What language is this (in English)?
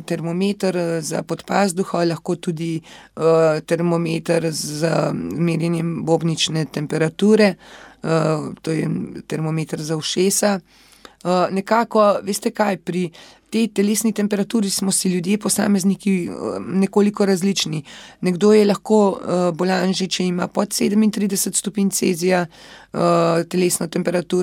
Slovenian